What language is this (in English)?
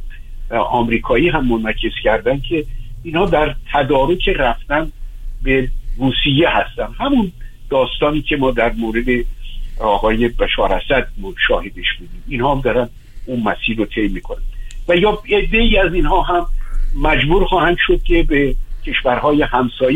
Persian